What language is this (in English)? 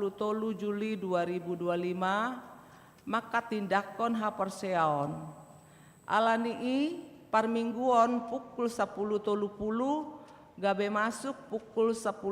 Batak Toba